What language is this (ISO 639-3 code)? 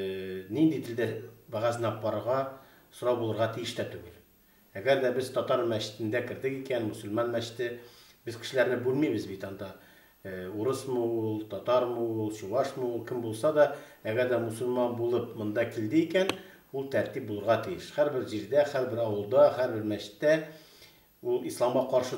tat